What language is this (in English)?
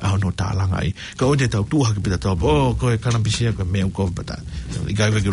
Tongan